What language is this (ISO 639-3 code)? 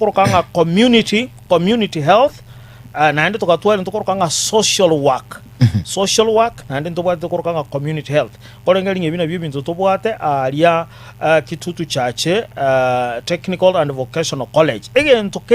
guz